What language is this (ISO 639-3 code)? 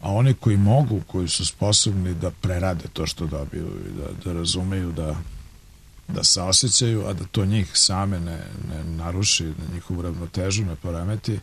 srp